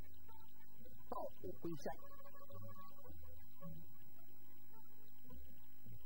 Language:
Chinese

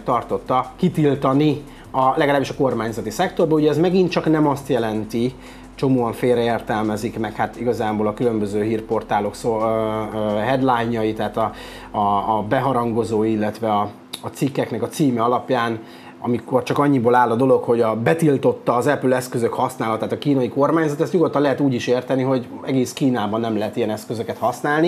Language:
Hungarian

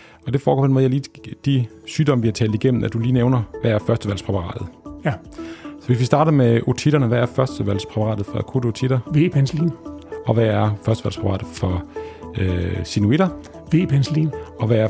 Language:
Danish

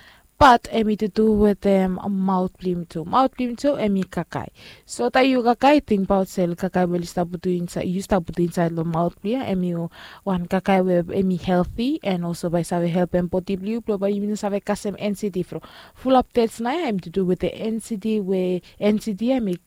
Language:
Bislama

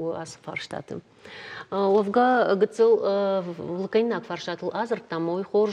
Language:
Ossetic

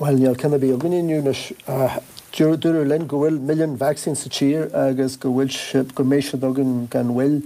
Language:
Irish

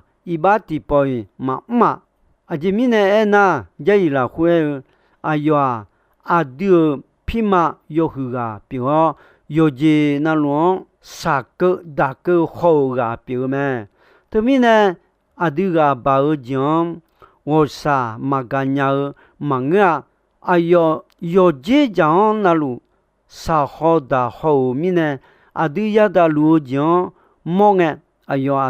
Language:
Akha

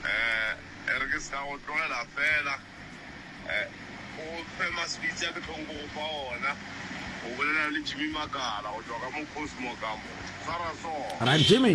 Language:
Northern Sotho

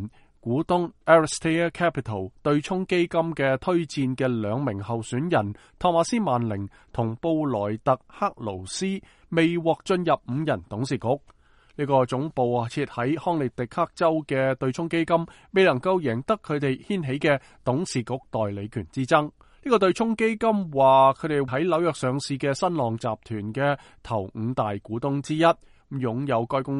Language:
Cantonese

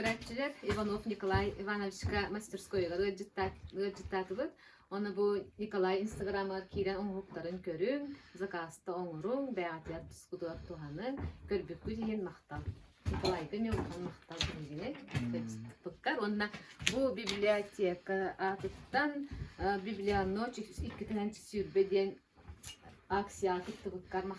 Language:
Yakut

